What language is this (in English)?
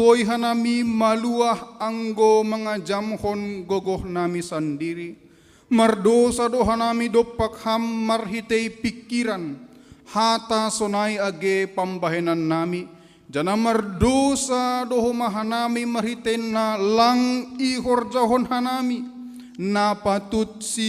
Batak Simalungun